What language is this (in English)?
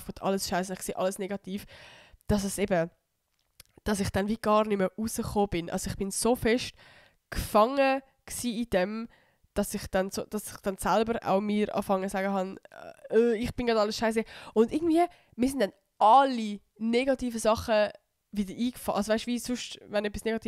Swiss German